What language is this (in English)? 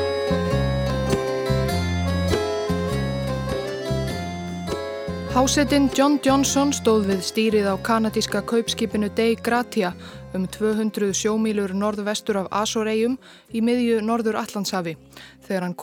Icelandic